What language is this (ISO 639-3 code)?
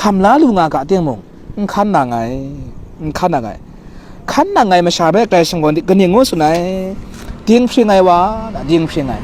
kac